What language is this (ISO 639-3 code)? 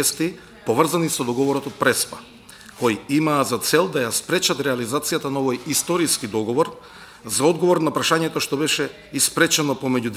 mkd